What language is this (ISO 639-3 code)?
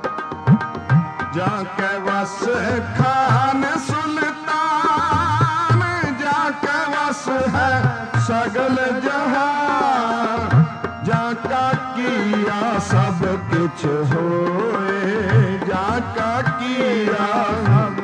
pan